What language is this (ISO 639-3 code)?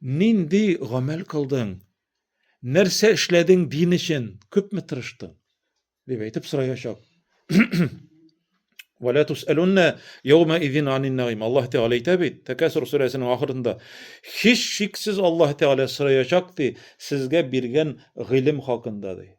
tat